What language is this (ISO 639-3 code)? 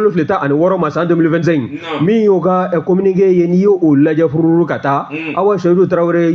bam